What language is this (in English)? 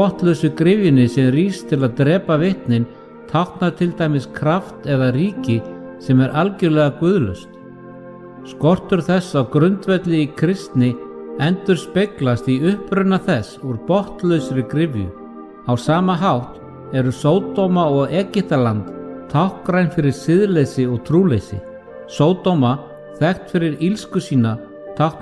Icelandic